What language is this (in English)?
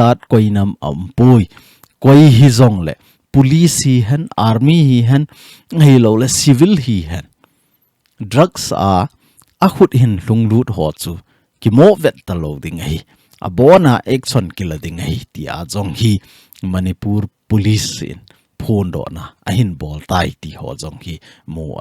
Thado Chin